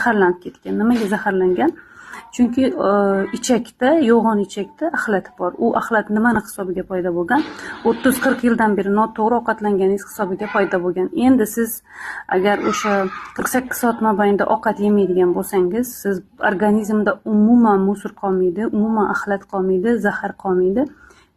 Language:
Uzbek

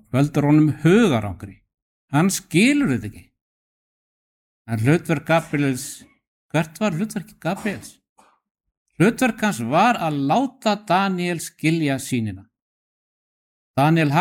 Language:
Icelandic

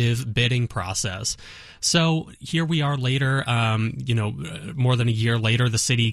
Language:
English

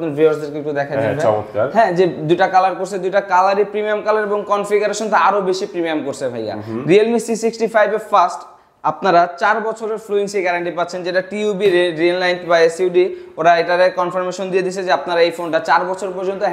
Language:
Bangla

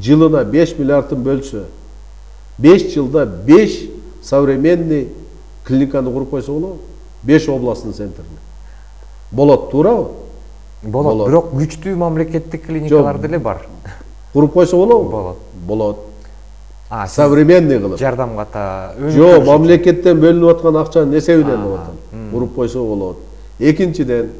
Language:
Kyrgyz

